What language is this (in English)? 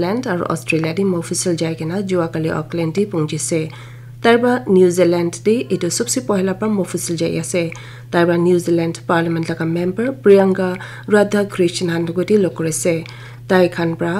Naga Pidgin